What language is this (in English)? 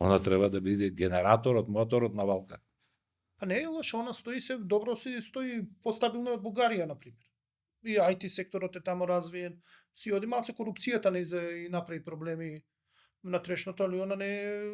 Macedonian